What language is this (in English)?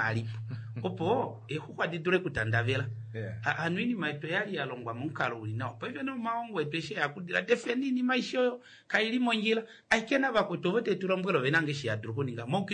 Kuanyama